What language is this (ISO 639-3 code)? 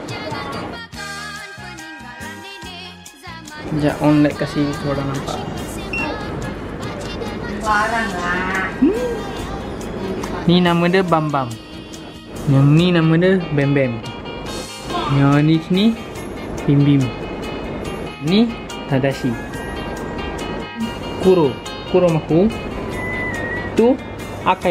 msa